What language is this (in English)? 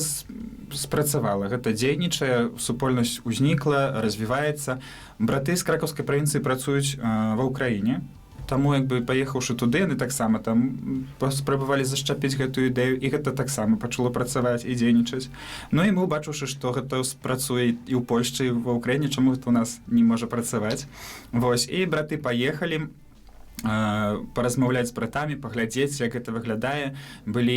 Belarusian